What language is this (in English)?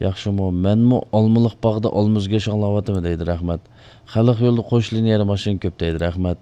Uyghur